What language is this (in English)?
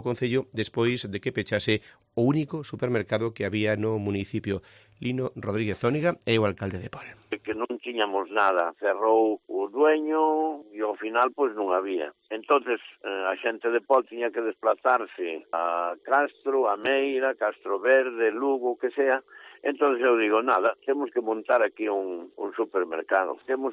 Galician